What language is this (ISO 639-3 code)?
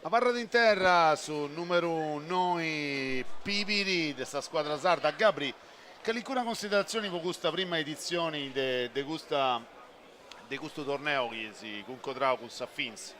srd